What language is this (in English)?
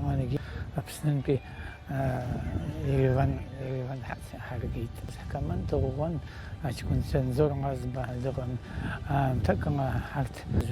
Abkhazian